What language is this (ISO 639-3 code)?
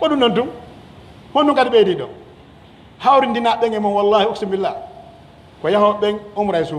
fuf